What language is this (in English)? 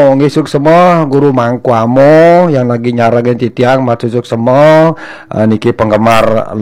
Balinese